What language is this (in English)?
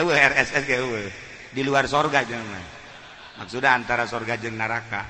Sundanese